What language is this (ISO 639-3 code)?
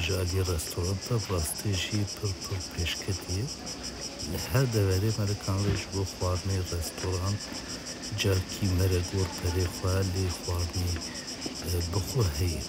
kur